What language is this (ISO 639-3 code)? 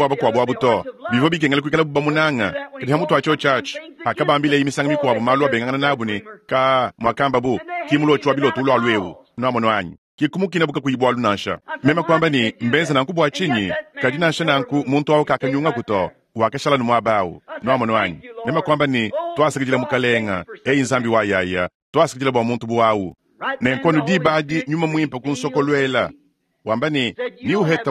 lua